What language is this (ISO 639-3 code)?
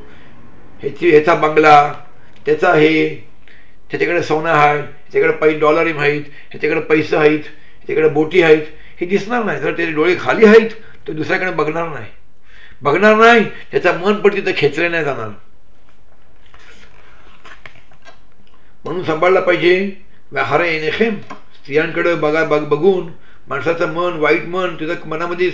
mar